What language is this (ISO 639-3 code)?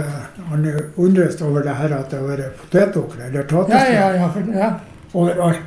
nor